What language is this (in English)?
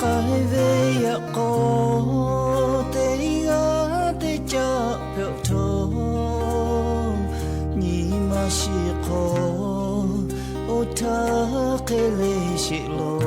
Lahu